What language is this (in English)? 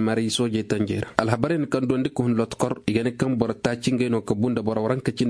Koyraboro Senni